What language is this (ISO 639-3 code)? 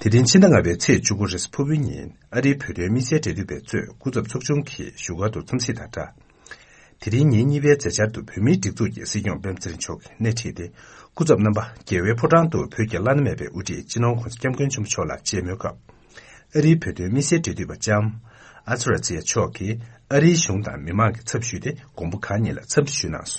bod